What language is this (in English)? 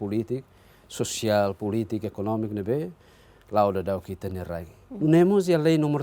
Tetum